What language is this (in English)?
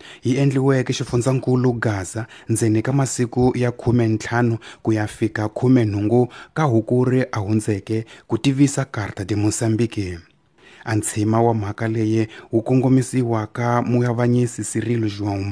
Tsonga